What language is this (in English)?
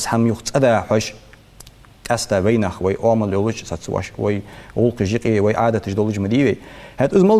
Ingush